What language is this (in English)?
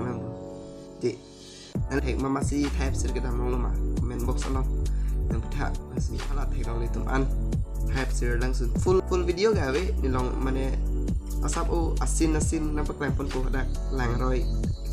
Karbi